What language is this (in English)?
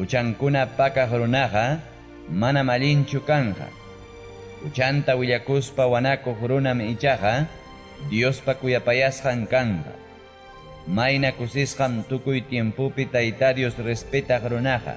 Ayacucho Quechua